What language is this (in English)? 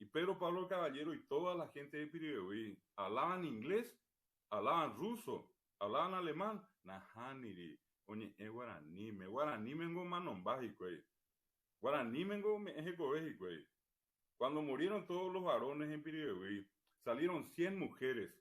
Guarani